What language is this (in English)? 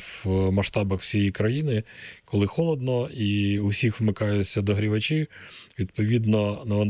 Ukrainian